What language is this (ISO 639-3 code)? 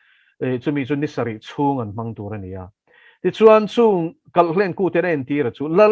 lus